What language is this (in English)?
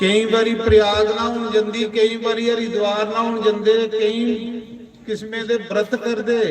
Dogri